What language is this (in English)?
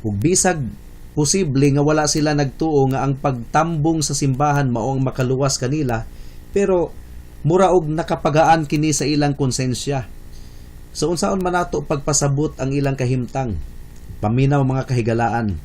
Cebuano